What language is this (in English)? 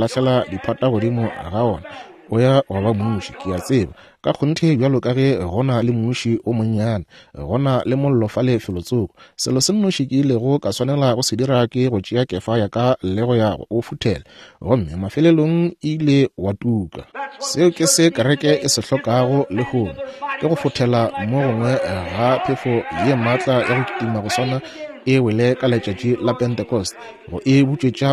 Northern Sotho